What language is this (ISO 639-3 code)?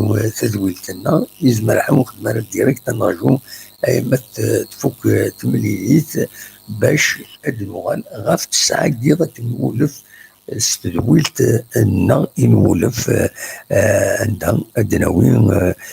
kab